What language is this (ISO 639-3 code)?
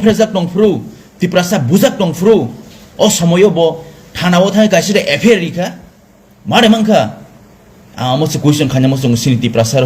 trp